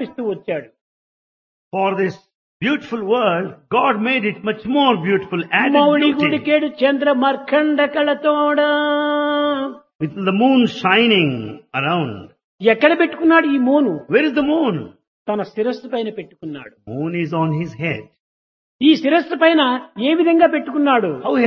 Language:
Telugu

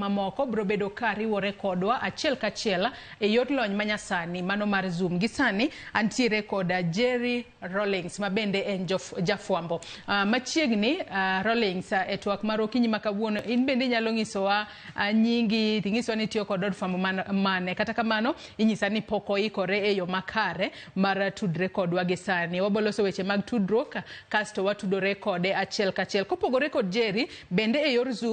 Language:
Luo (Kenya and Tanzania)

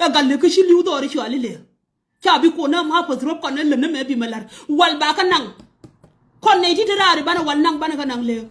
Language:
Nuer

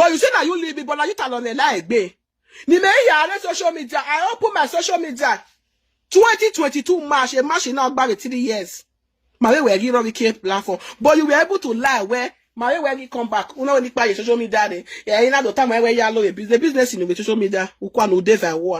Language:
Nigerian Pidgin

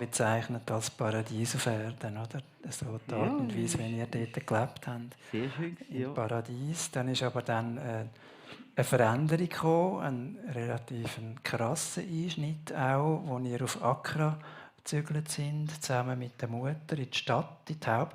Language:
Swiss German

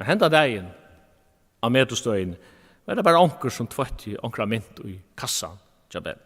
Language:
Faroese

